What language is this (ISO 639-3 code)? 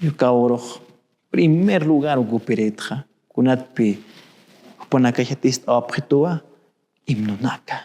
aym